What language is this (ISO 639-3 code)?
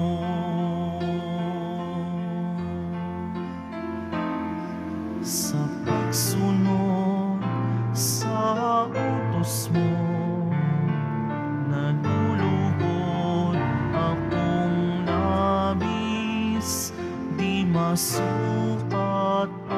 fil